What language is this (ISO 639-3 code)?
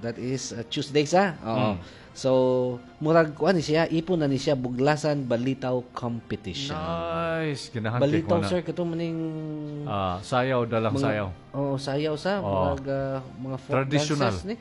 ceb